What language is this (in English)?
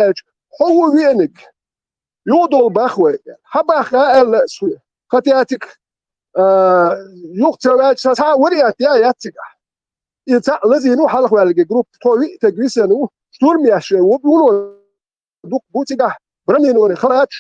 Chechen